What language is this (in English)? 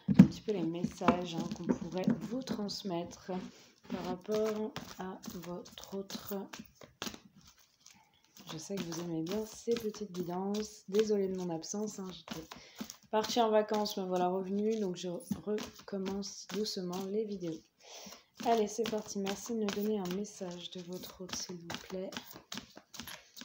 French